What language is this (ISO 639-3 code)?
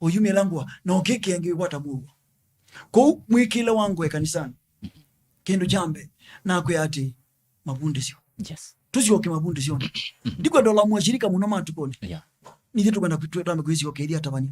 kam